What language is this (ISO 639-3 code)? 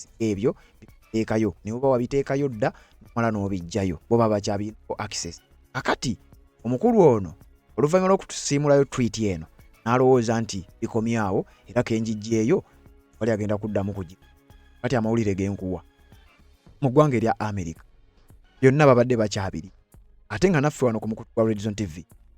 lug